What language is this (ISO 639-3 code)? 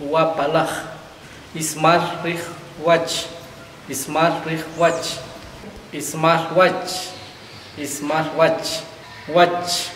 acr